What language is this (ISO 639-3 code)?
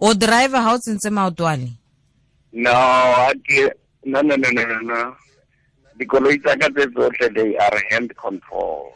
tsn